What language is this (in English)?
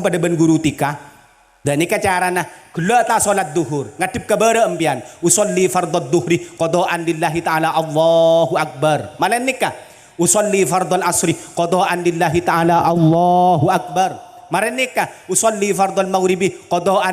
Madurese